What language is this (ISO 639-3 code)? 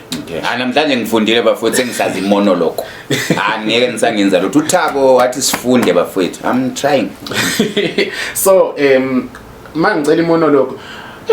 zul